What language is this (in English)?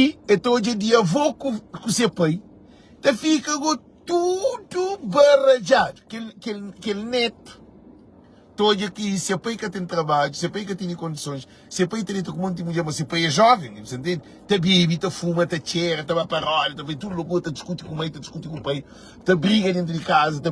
Kabuverdianu